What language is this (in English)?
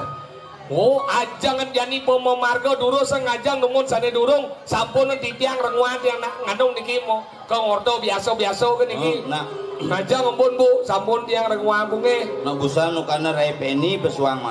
Balinese